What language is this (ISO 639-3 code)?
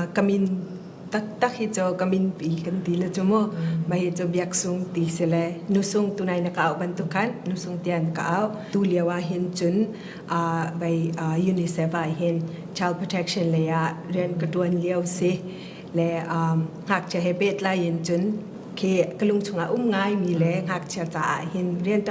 cfm